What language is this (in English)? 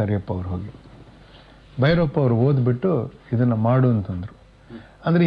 Kannada